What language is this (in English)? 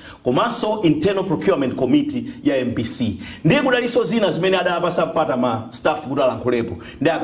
Nyanja